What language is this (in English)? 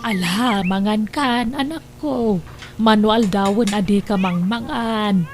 Iloko